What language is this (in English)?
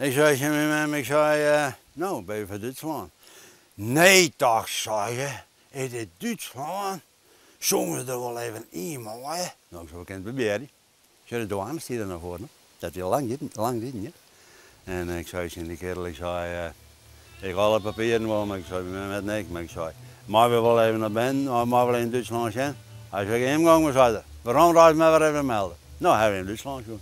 Western Frisian